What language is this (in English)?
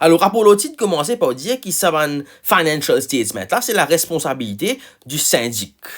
Morisyen